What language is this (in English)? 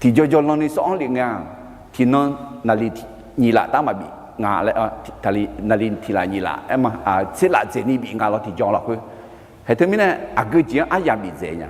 Akha